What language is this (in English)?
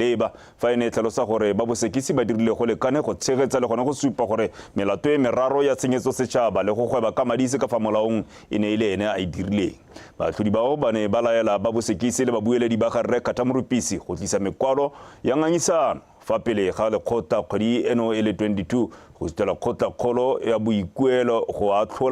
Tswana